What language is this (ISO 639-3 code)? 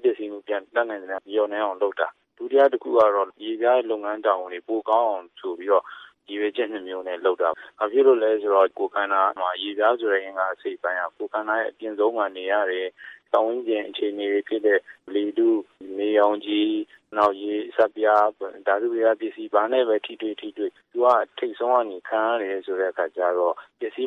mya